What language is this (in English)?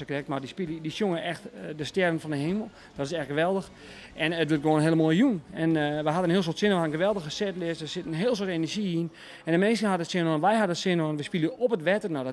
Western Frisian